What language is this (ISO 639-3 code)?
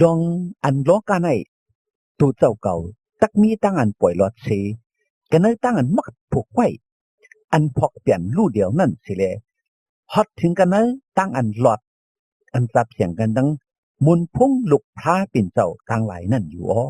shn